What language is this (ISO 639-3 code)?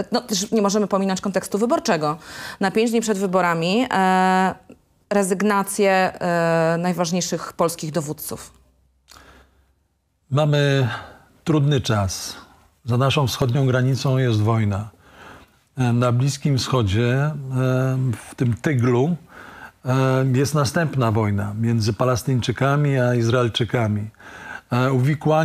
pol